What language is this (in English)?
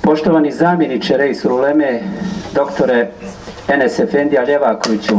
Bosnian